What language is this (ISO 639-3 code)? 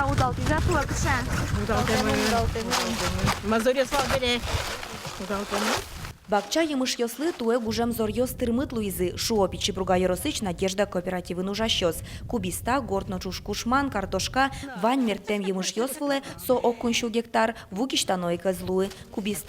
udm